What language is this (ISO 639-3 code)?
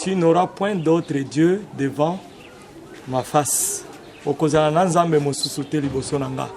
lin